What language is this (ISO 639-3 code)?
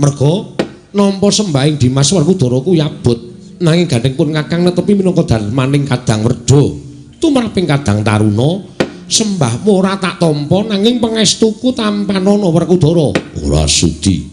jav